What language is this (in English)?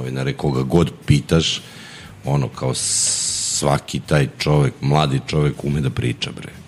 Serbian